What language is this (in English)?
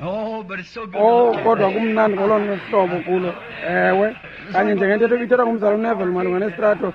Xhosa